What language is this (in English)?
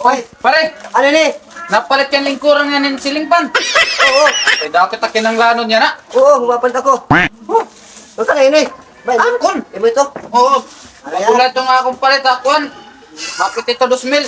Waray